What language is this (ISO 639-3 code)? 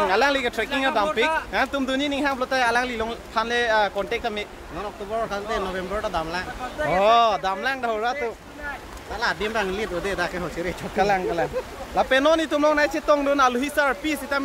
mjw